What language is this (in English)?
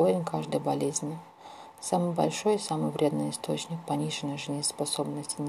Russian